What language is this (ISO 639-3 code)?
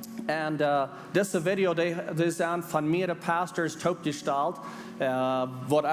pdt